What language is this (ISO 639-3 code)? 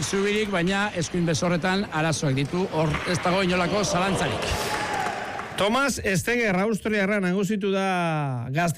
eus